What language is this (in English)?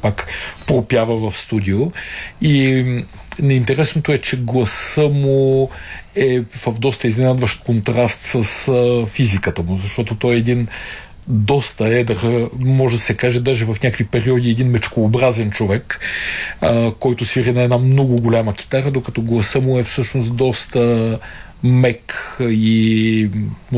Bulgarian